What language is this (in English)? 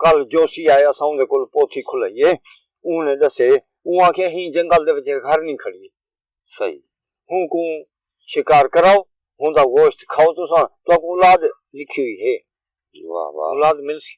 Saraiki